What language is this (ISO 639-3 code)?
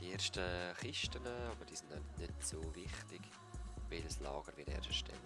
gsw